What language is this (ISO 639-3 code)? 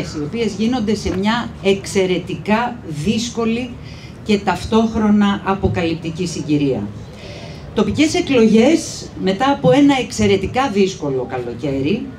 ell